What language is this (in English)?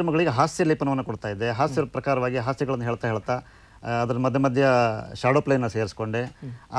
Kannada